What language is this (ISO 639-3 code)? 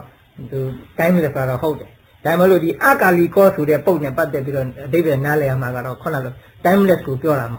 mya